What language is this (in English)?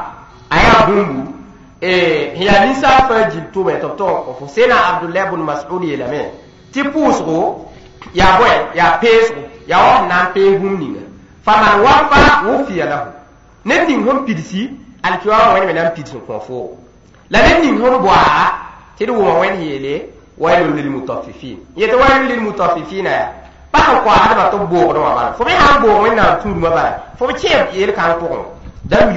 Mossi